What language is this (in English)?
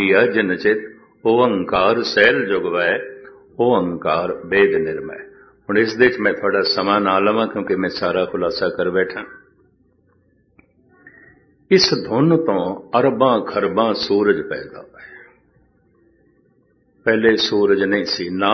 Punjabi